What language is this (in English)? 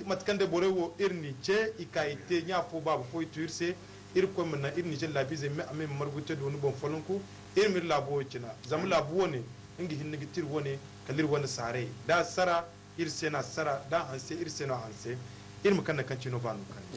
Zarma